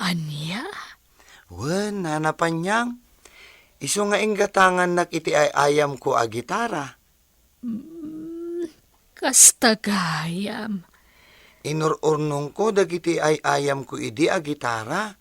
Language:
Iloko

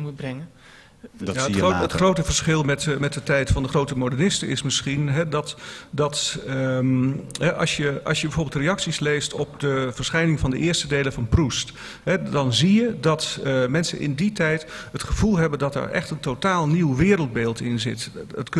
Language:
Dutch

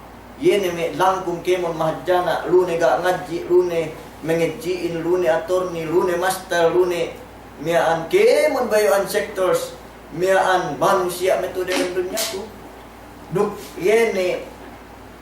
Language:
Yakan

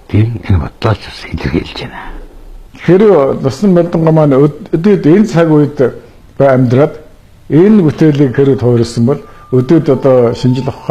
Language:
Mongolian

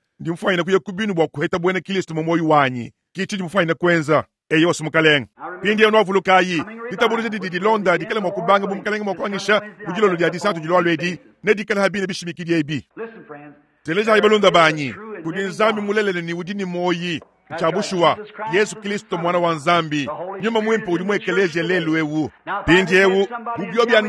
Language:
Luba-Lulua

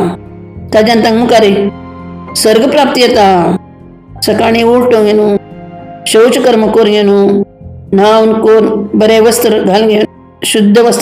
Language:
Konkani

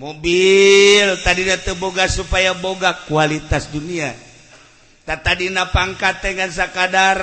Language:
Sundanese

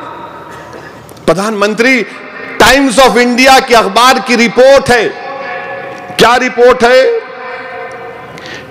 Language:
Hindi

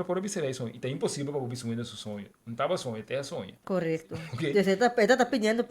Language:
Papiamento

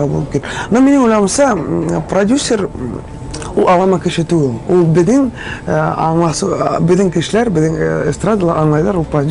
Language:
Tatar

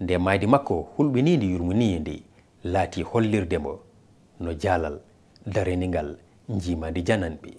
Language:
Fula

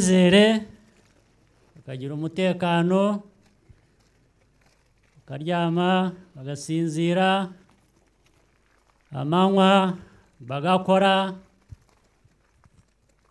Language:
Kinyarwanda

